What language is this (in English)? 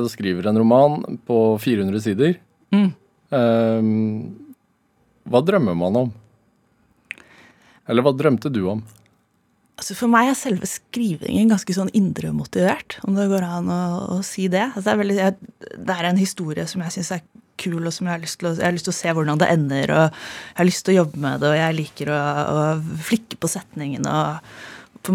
Norwegian